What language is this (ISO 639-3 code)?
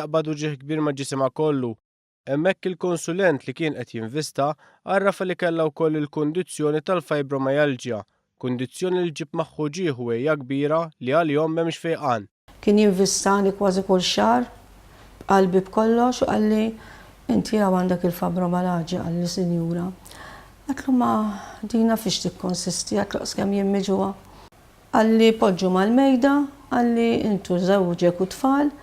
mlt